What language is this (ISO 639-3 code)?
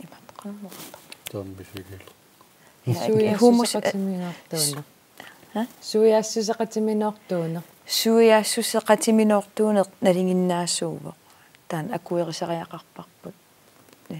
kal